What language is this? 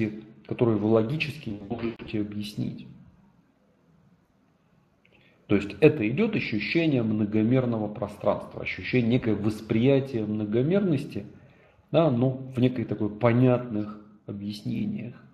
Russian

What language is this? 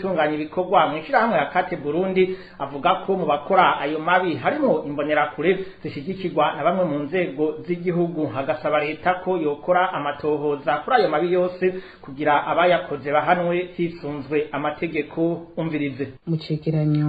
Rundi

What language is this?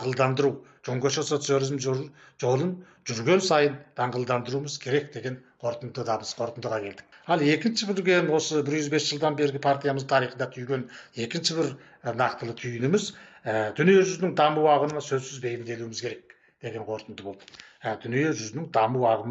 Kazakh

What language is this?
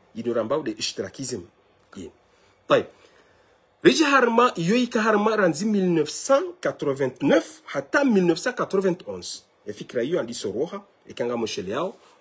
Ngazidja Comorian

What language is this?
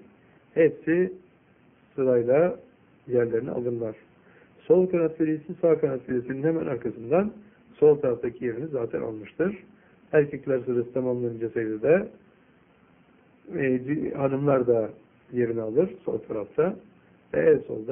Turkish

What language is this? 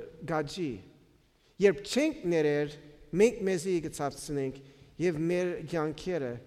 Western Armenian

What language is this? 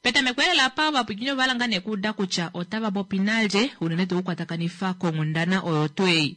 Kuanyama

